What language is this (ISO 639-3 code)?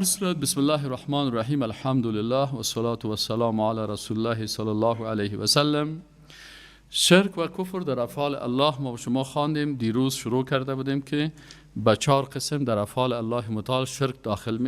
fas